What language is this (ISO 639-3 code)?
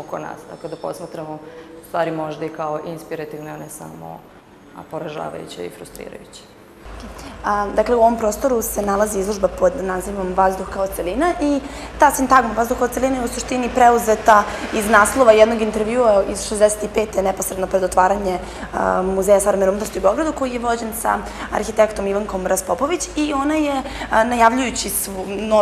srp